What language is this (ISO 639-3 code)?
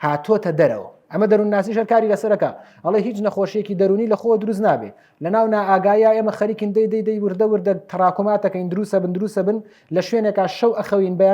ckb